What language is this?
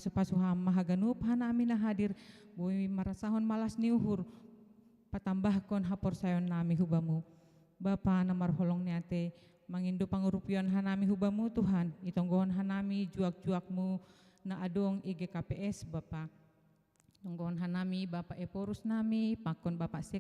Batak Simalungun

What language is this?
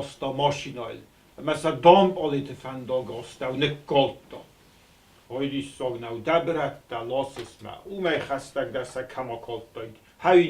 Ossetic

